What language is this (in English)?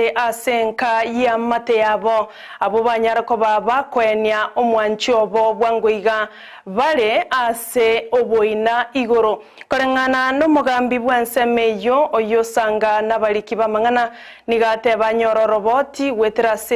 Gusii